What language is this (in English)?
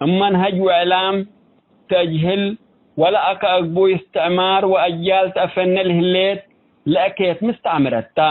Tigre